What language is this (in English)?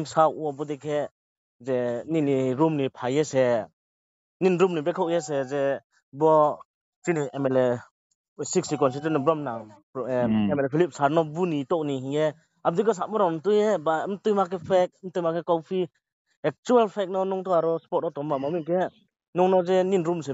Riang (India)